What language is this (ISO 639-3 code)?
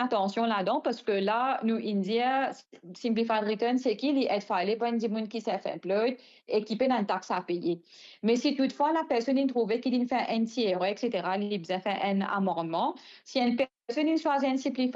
mfe